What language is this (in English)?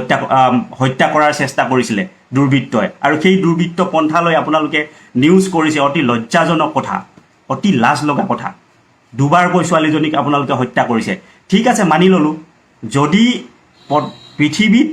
Assamese